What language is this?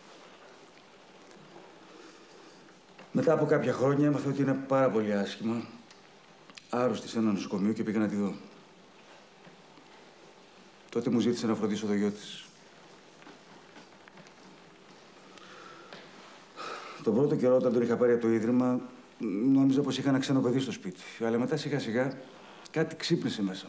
Greek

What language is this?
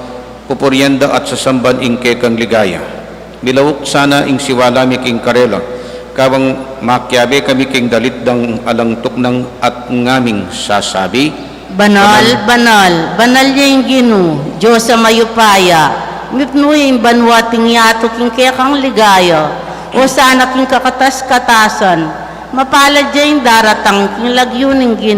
Pampanga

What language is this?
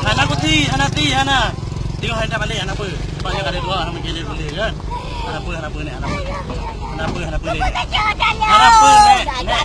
Achinese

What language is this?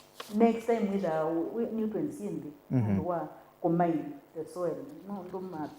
Kamba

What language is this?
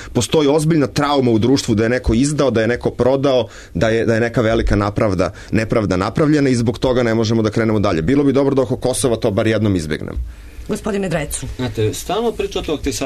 Serbian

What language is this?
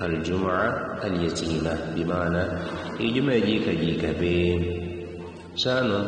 Yao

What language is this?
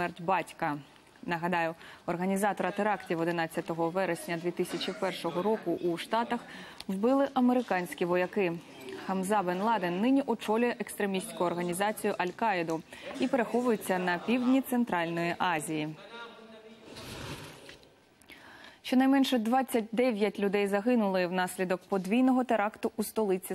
Ukrainian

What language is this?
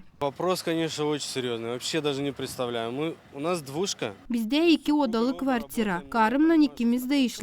Gagauz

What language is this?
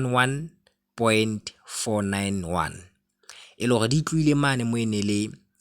Southern Sotho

